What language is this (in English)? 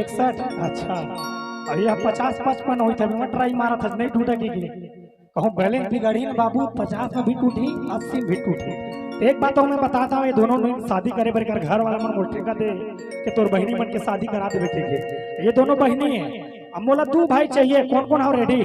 Chhattisgarhi